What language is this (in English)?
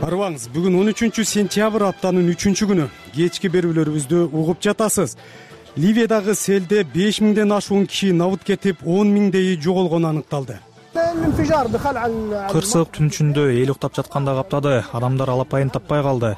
Kyrgyz